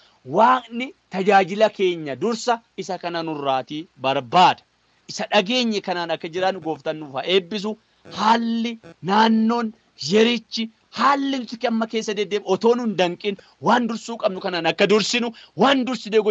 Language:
Oromo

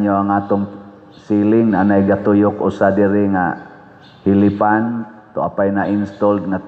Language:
Cebuano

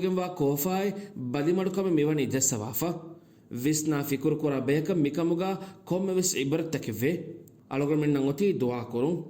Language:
Divehi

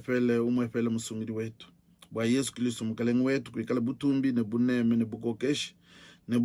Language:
Luba-Lulua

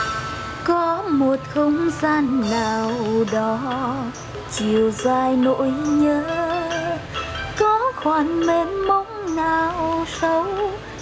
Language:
Vietnamese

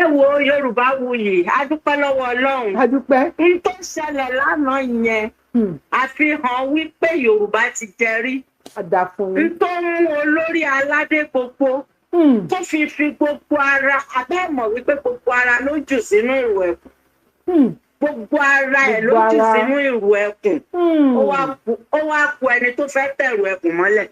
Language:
Yoruba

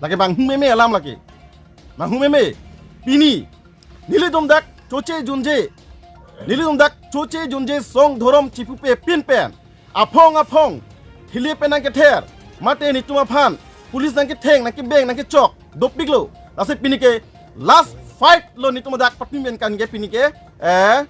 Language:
Karbi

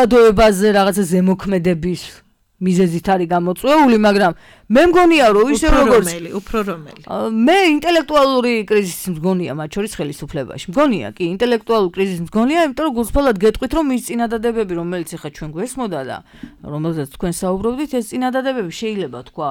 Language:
Georgian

